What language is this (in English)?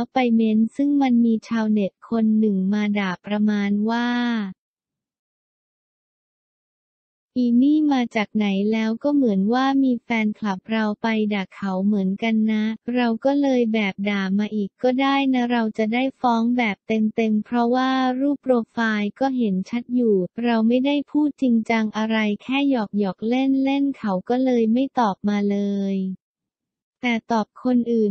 Thai